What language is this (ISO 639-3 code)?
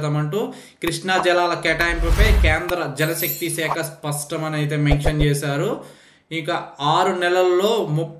tel